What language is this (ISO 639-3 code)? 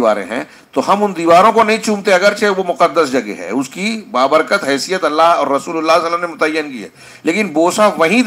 urd